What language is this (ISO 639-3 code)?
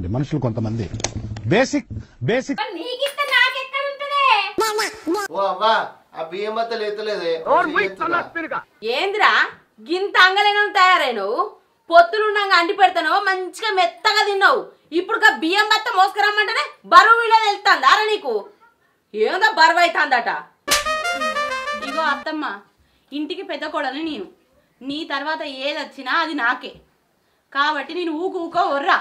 tel